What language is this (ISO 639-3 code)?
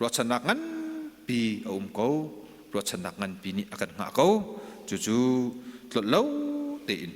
cnh